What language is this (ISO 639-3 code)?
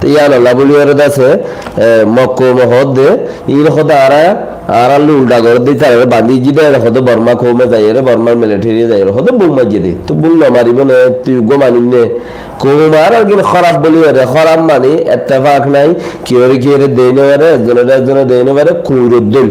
rhg